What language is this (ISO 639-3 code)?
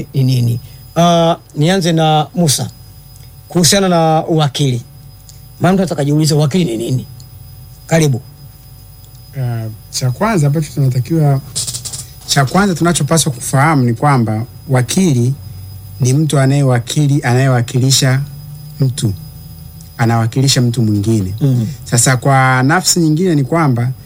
swa